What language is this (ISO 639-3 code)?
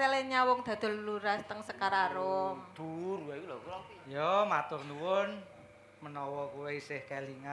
jav